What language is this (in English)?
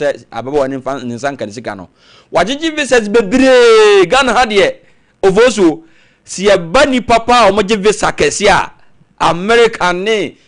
Akan